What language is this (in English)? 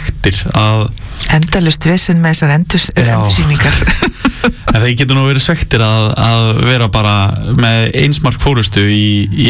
Icelandic